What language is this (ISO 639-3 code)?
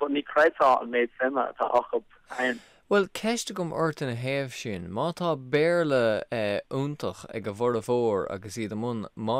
gle